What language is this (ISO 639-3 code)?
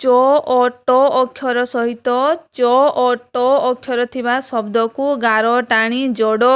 ori